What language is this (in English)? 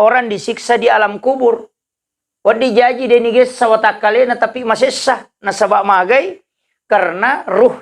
Buginese